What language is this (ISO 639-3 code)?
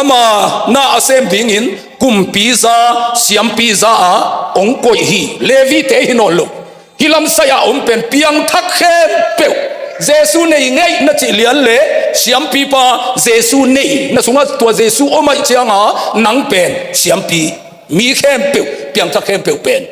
ctd